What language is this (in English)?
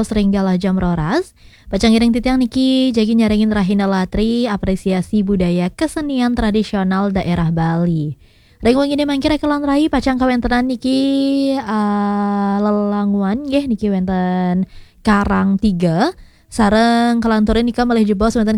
Balinese